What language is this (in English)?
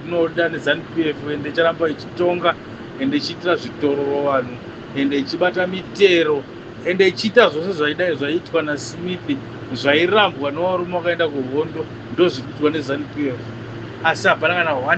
Shona